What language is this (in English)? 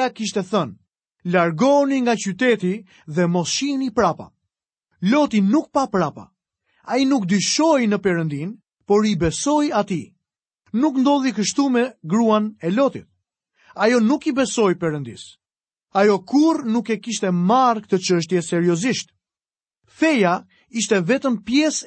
Albanian